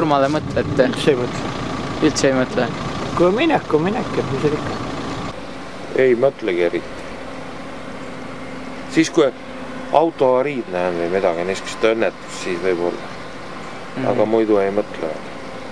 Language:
Estonian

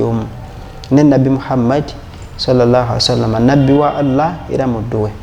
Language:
Ganda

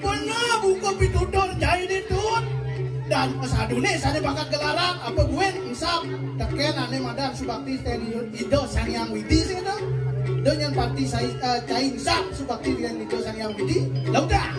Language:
Balinese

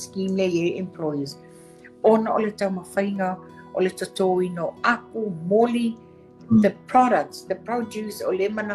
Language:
Samoan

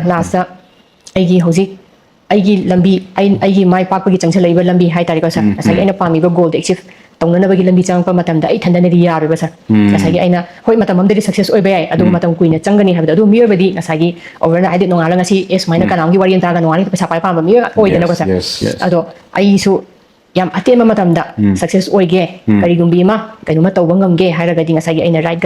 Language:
Manipuri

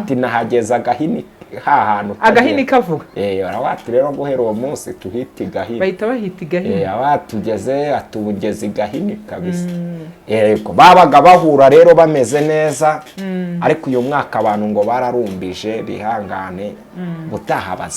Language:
Kinyarwanda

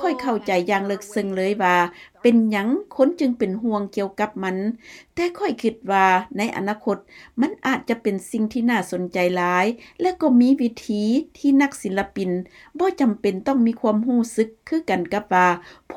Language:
Lao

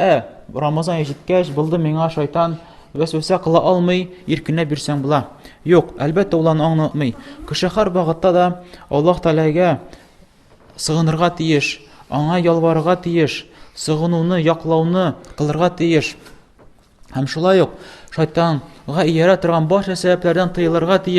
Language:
Tatar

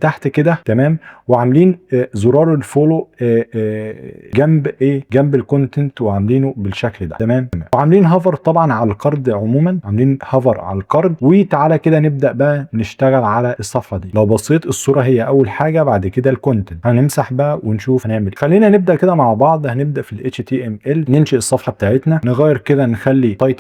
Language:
Egyptian Arabic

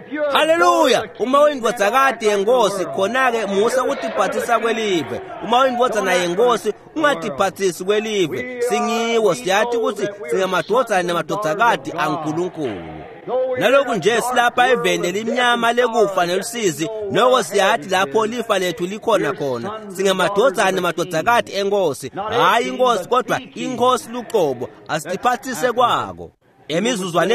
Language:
Swati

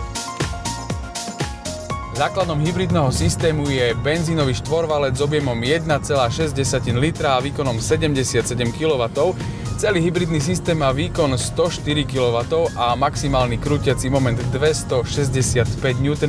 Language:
Slovak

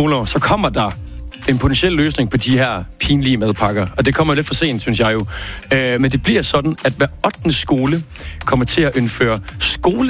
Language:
Danish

